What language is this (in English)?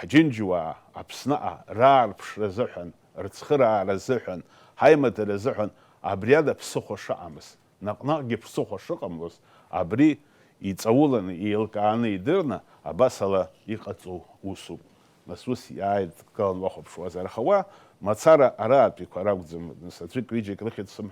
Abkhazian